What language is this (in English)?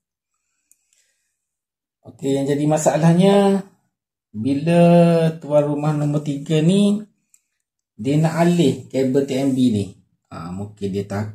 Malay